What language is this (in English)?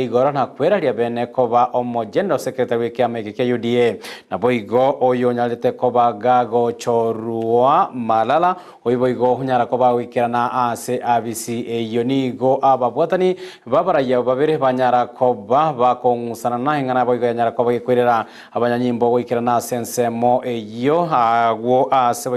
Gusii